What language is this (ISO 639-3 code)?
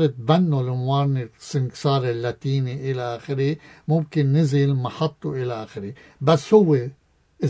apc